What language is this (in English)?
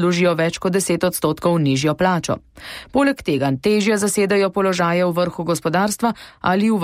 Slovenian